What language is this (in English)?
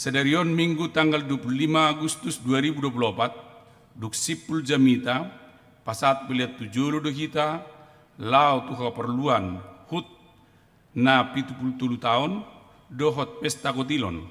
Batak Toba